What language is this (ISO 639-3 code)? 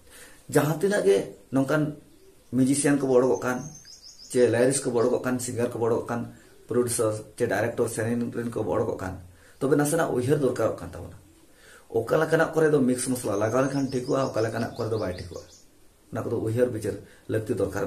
sat